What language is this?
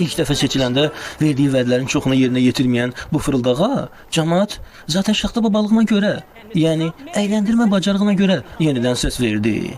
Azerbaijani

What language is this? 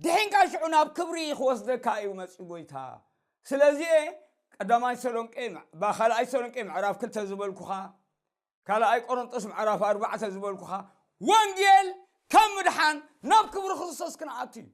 Tigrinya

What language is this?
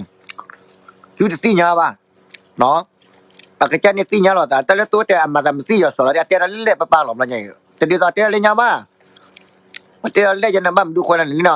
S'gaw Karen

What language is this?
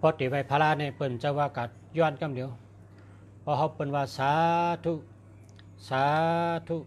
Shan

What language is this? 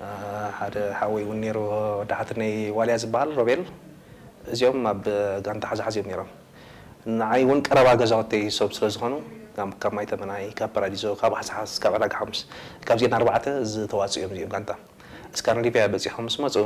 Tigrinya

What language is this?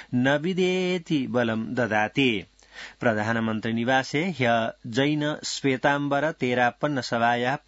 Sanskrit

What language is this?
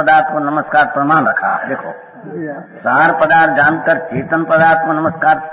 Hindi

